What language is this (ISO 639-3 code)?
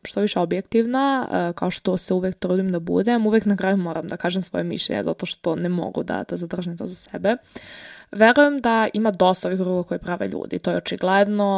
srp